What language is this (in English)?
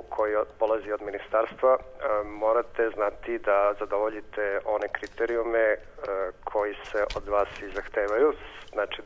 Serbian